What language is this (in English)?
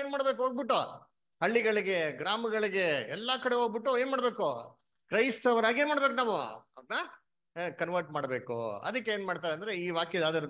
Kannada